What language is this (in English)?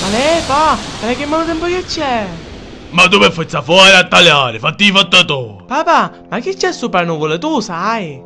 Sicilian